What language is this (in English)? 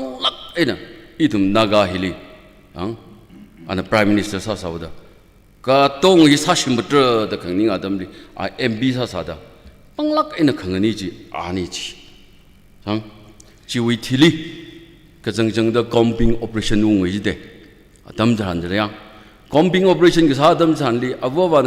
Tangkhul Naga (India)